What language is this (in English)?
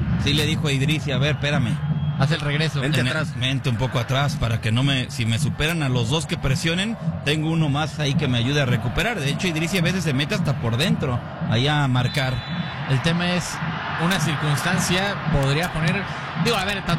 Spanish